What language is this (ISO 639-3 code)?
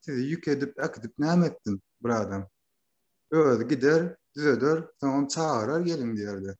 tuk